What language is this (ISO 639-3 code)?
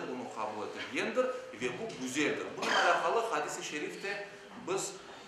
crh